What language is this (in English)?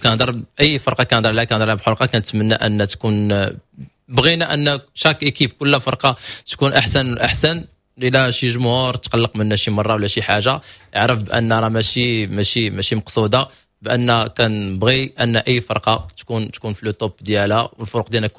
Moroccan Arabic